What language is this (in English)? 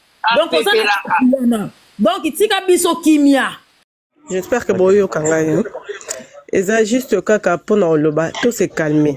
Lingala